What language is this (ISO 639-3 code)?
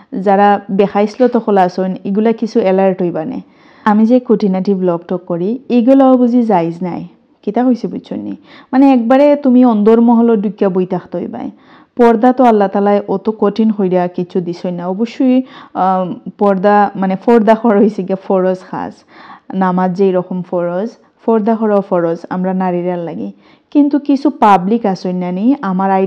syl